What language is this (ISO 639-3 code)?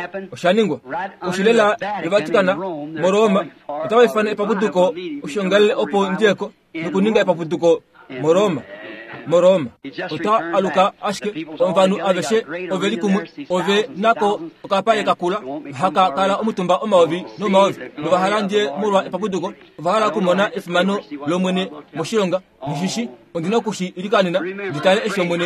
kua